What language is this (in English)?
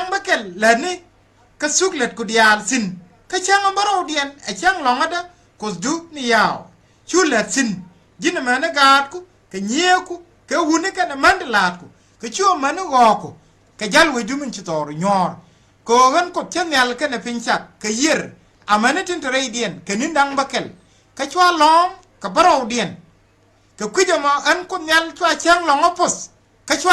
Nuer